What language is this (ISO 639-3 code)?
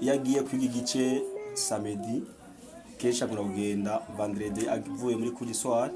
run